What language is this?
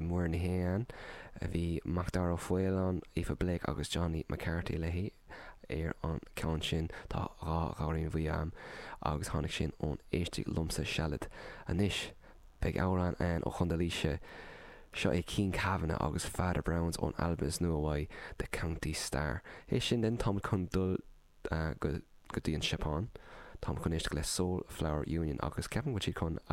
Irish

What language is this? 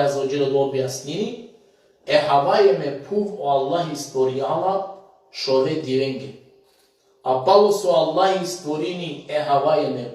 Balkan Romani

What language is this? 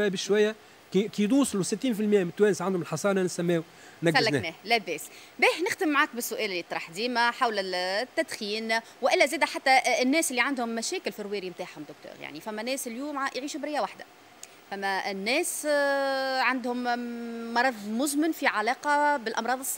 Tunisian Arabic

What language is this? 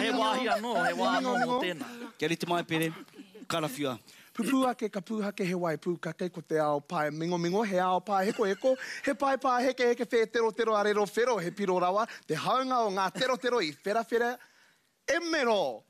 Māori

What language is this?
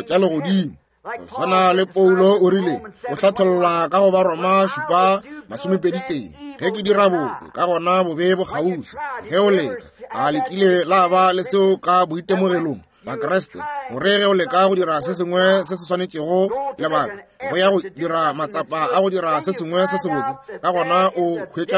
Northern Sotho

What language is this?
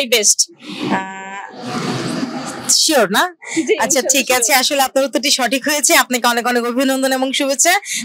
Bangla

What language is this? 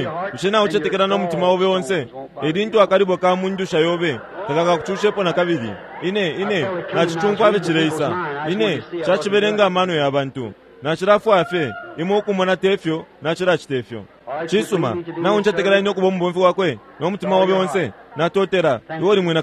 Bemba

